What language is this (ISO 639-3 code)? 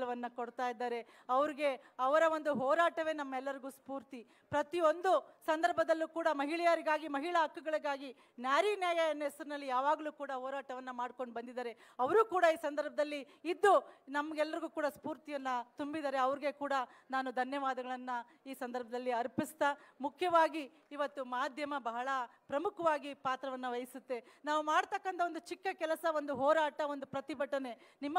kan